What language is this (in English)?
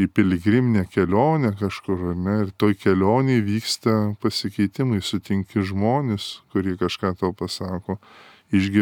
Lithuanian